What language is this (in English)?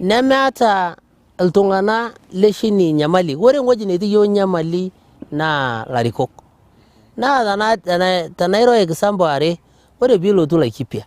Masai